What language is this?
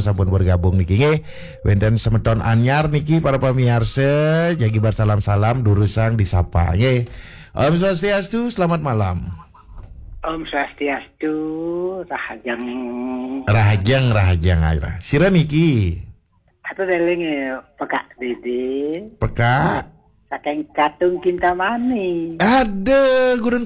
Balinese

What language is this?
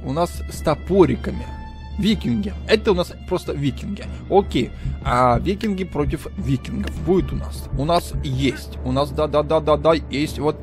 Russian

